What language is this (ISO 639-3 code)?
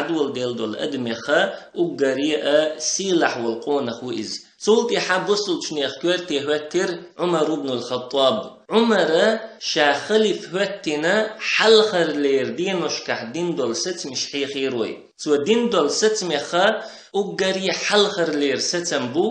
che